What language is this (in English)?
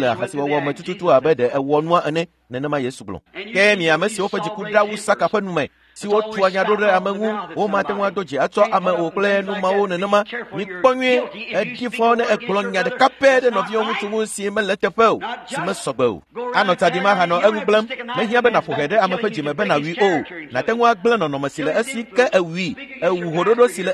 Ewe